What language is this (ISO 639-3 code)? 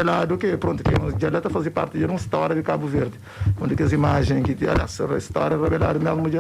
kea